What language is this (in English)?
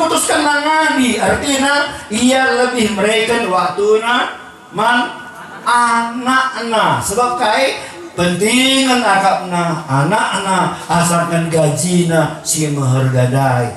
Batak Karo